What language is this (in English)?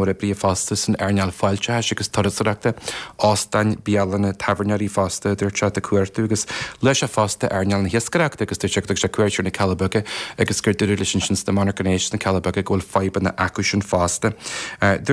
Irish